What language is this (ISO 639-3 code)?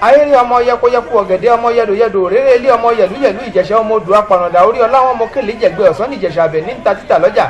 yor